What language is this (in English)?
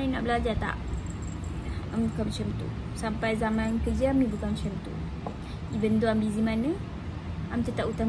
Malay